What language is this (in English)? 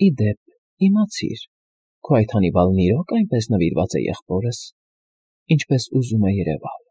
Armenian